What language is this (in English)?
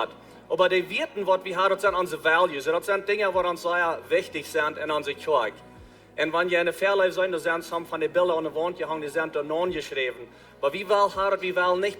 Plautdietsch